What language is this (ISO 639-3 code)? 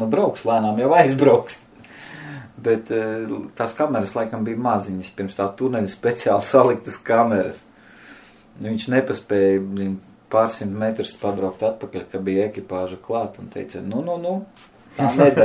lav